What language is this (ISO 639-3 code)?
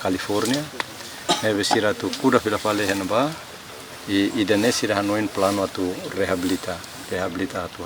tet